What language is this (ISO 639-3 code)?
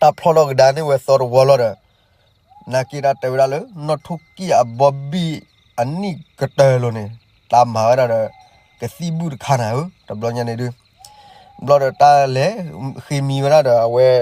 ksw